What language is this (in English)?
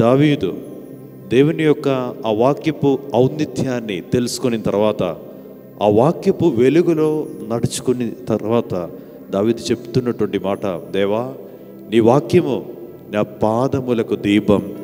Telugu